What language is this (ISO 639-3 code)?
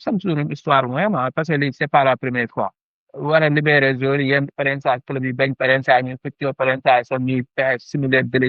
wol